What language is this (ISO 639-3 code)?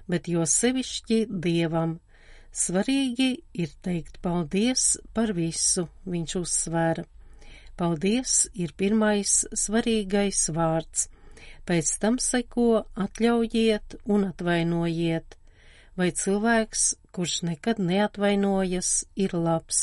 lav